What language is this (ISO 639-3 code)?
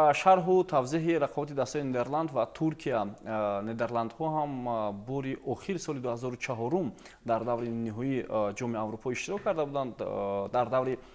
tgk